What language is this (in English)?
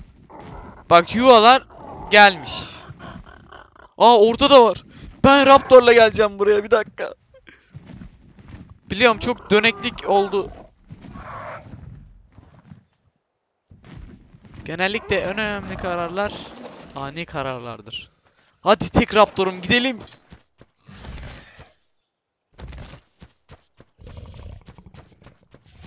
Turkish